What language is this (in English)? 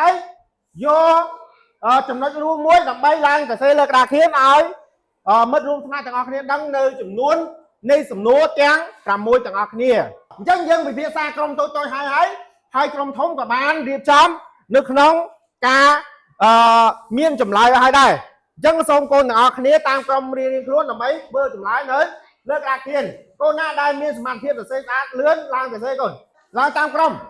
Khmer